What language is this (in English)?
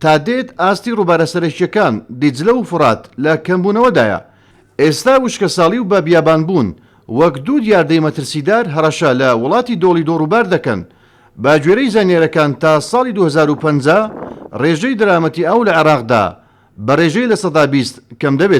Central Kurdish